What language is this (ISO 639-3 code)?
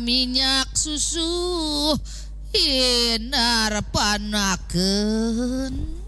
ban